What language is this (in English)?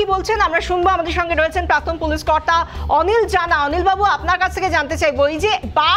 Bangla